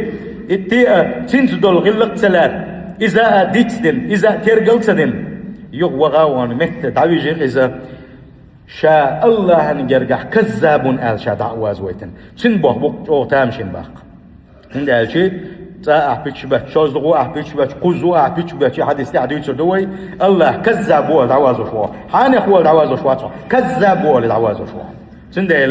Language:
Chechen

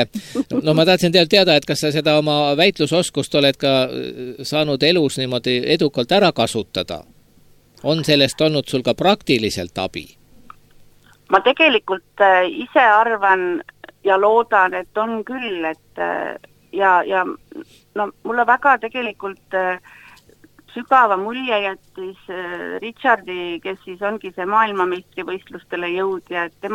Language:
Estonian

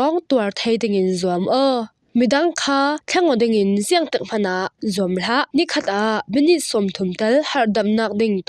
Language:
Falam Chin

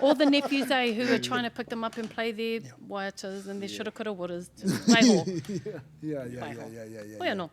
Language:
Māori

